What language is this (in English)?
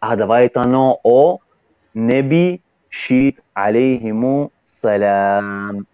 Balkan Romani